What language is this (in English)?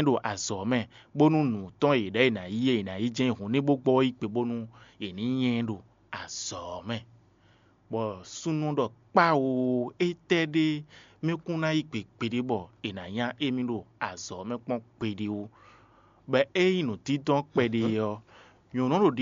Fon